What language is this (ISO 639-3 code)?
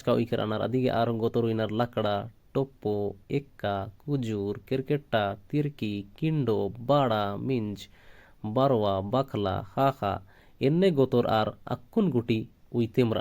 kru